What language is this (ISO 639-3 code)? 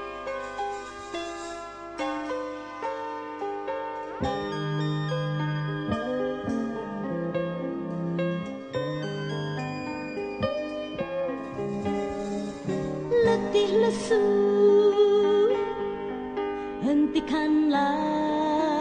ind